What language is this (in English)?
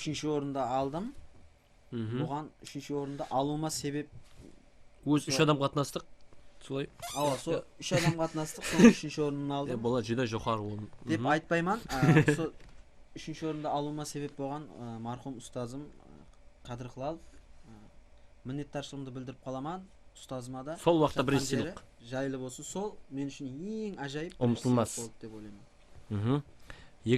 Kara-Kalpak